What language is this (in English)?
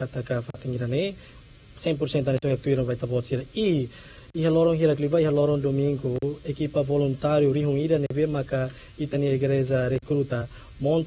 Tetum